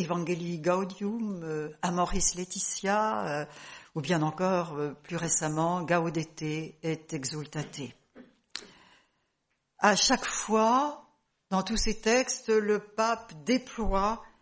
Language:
French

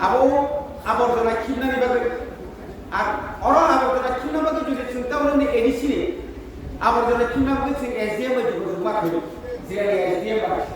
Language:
Kok Borok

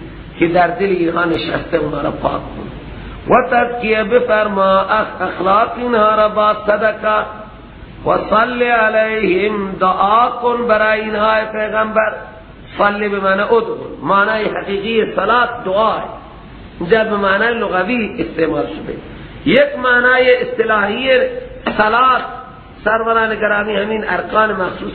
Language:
Persian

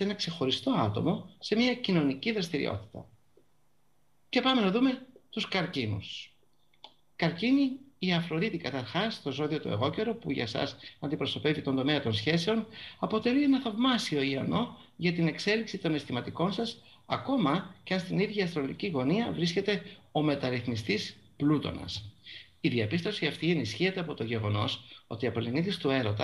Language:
Greek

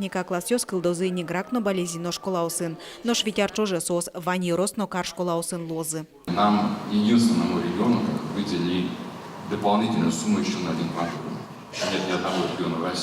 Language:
Udmurt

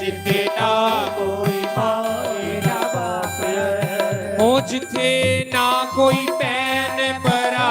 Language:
Dogri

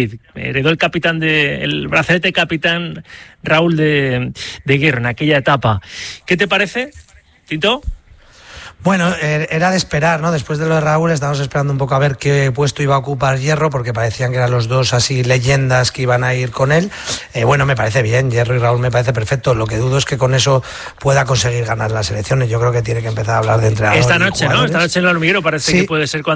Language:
Spanish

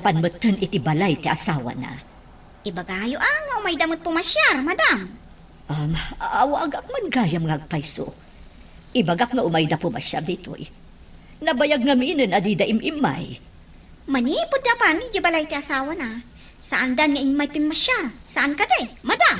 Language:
Iloko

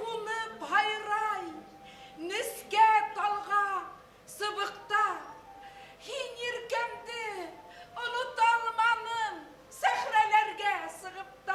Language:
Bashkir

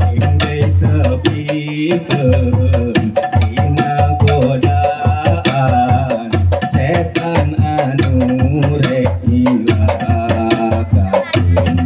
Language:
Sundanese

